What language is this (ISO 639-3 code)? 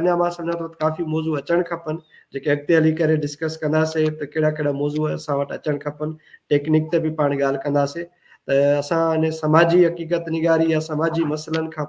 snd